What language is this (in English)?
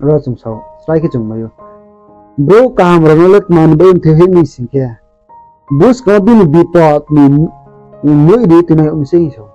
Riang (India)